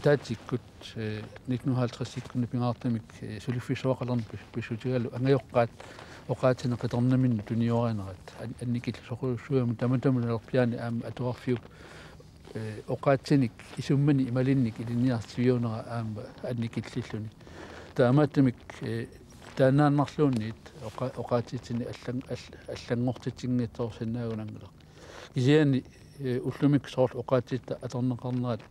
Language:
Kalaallisut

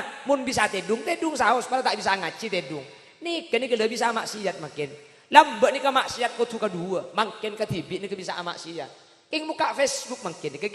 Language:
Madurese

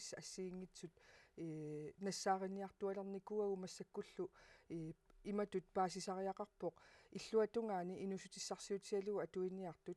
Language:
Kalaallisut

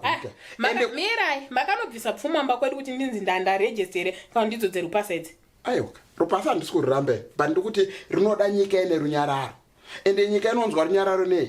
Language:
Shona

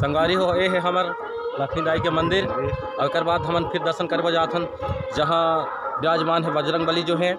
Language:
Chhattisgarhi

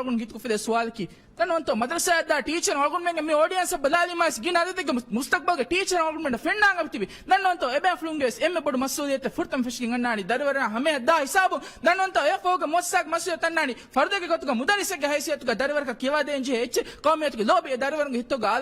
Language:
Divehi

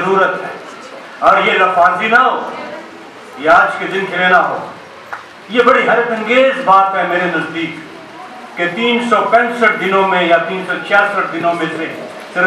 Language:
Urdu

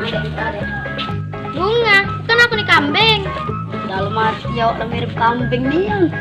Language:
Musi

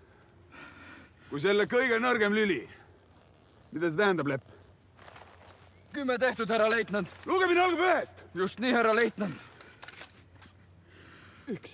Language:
Estonian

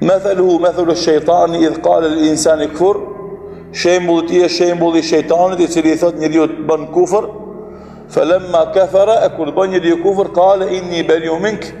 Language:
Albanian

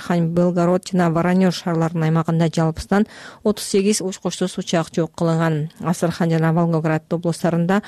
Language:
Kyrgyz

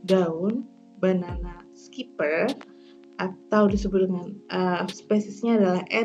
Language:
Indonesian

